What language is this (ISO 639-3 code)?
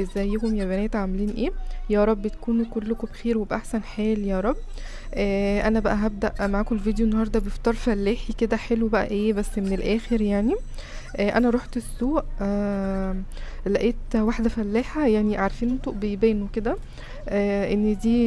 arz